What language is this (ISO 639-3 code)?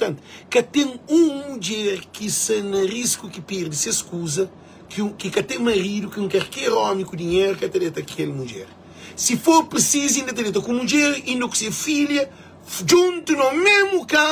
kea